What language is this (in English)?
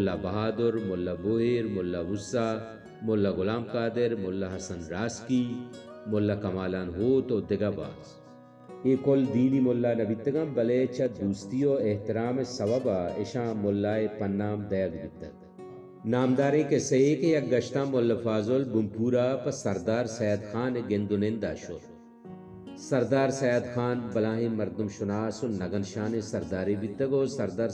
Baluchi